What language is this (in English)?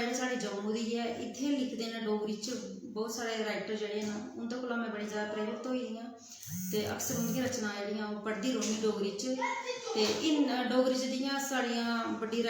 Dogri